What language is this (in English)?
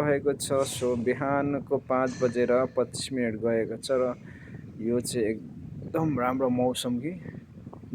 Nepali